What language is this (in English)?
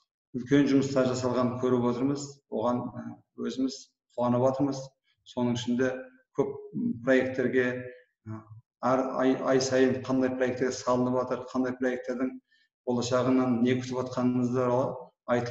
Kazakh